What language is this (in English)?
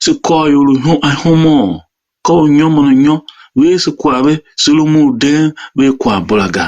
Tiv